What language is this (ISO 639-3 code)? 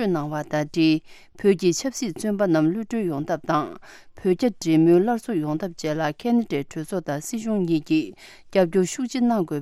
bod